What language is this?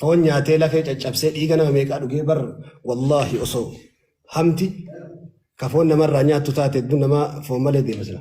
Oromo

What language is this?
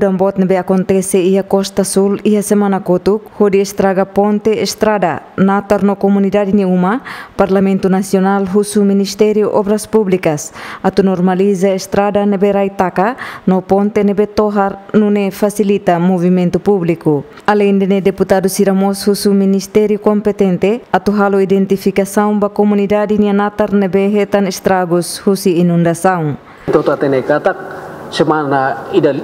Tetum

